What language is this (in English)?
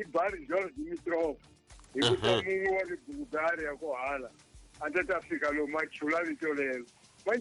Tsonga